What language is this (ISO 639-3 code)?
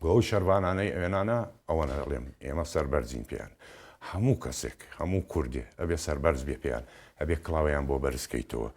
ckb